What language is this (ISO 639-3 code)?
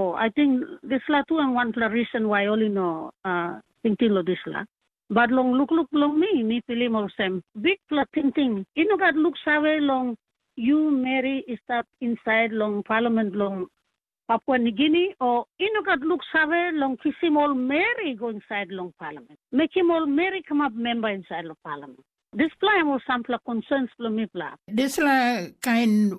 tpi